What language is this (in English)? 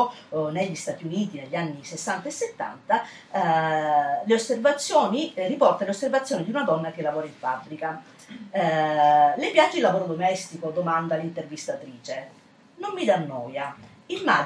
Italian